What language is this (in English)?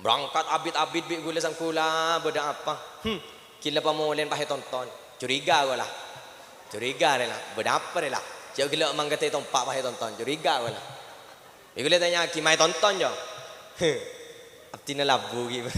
Madurese